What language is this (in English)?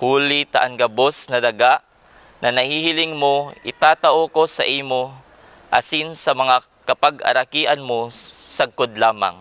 Bikol